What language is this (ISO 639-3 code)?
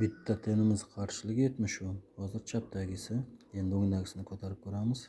uzb